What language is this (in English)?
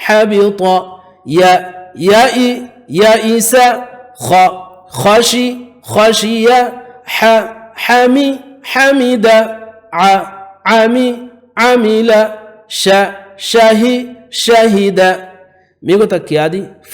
Divehi